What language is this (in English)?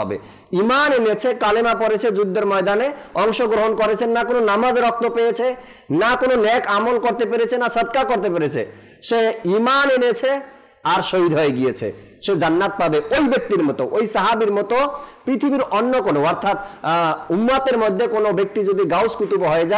Bangla